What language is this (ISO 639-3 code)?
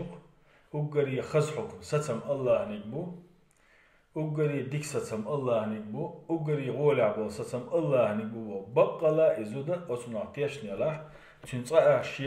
che